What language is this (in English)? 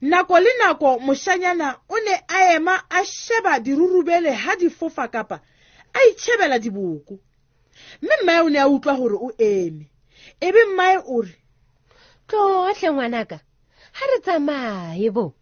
Southern Sotho